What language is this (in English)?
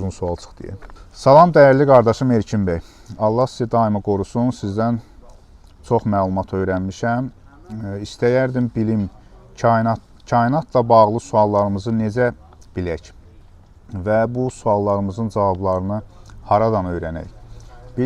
Azerbaijani